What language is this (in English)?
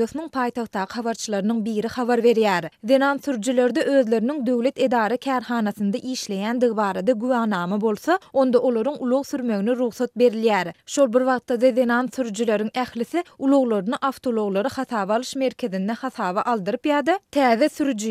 Turkmen